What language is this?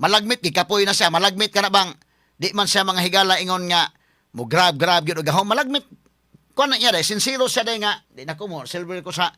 Cebuano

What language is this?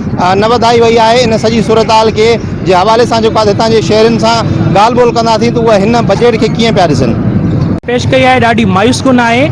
Sindhi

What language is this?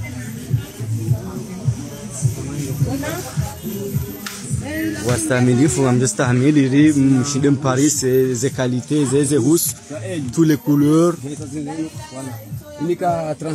Swahili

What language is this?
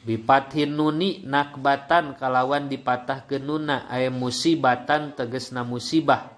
Sundanese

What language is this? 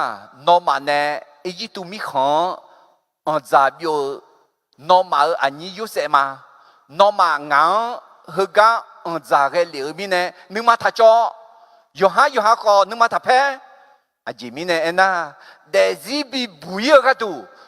Akha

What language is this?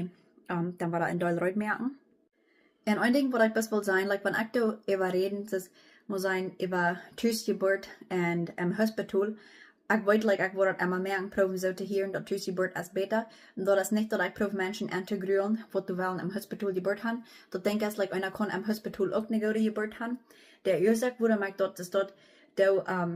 Plautdietsch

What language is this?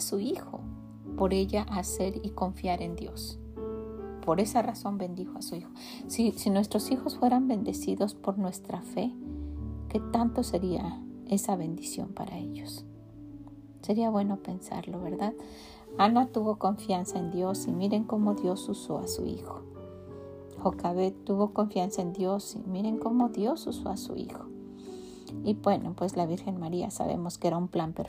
Spanish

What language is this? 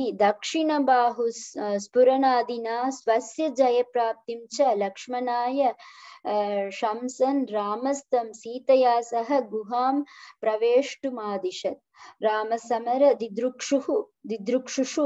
Sanskrit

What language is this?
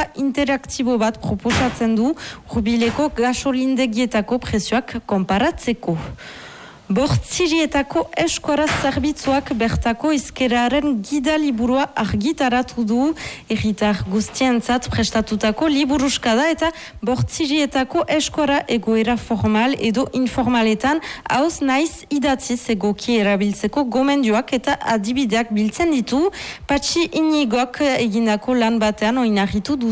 Basque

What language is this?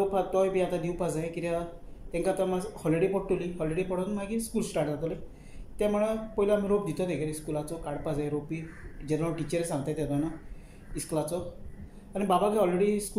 Konkani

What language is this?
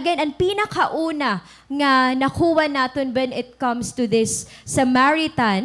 Waray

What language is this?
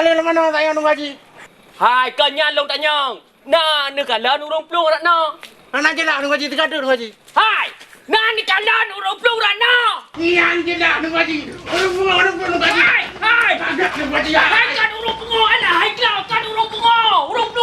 Achinese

